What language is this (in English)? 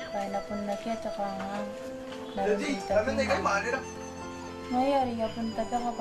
Gilbertese